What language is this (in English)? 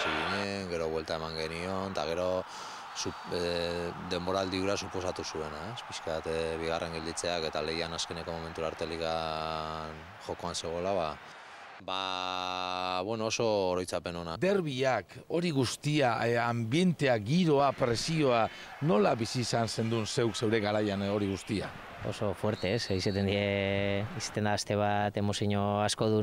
Basque